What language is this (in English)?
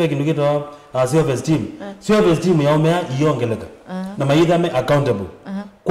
Kamba